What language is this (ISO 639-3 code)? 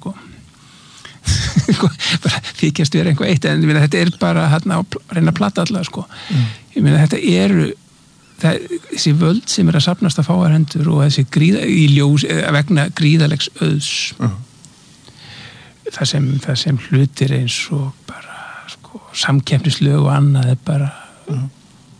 isl